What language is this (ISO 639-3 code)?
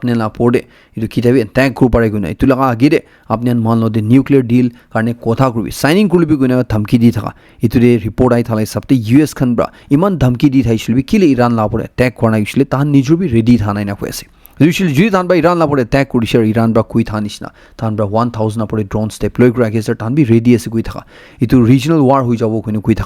nag